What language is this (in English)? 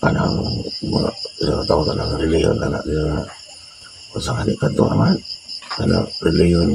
Cebuano